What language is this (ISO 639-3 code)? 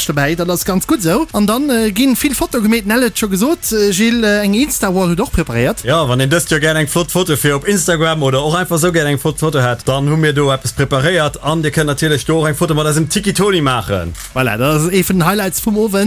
ltz